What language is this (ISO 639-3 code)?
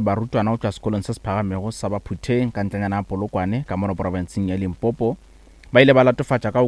nso